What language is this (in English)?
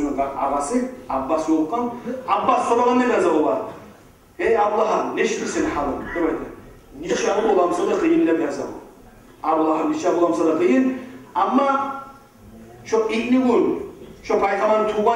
Kumyk